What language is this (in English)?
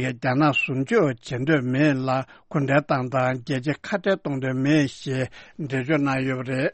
Tibetan